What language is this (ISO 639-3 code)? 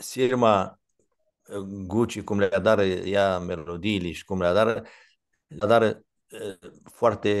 rup